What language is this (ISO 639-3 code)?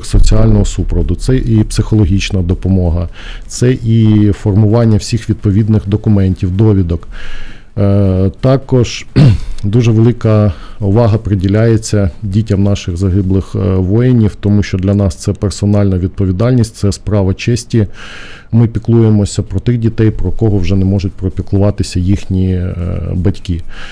ukr